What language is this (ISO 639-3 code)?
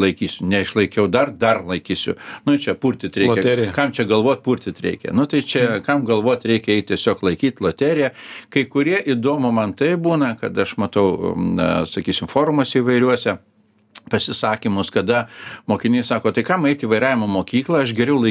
lit